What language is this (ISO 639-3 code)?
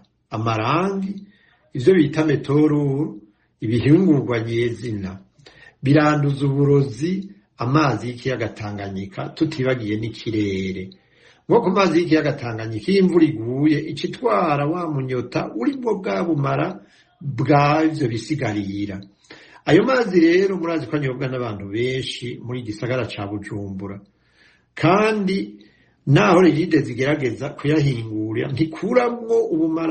run